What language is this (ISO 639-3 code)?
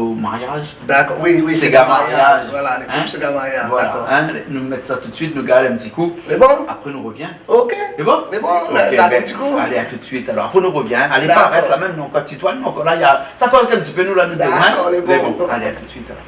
rcf